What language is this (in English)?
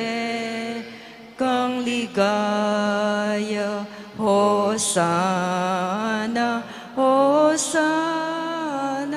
Pampanga